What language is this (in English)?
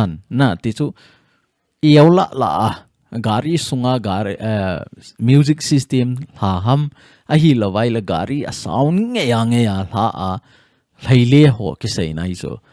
Thado Chin